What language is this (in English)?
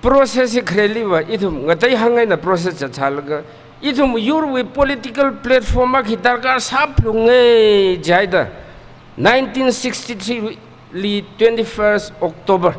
Tangkhul Naga (India)